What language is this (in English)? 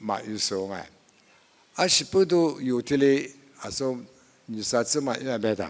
Lisu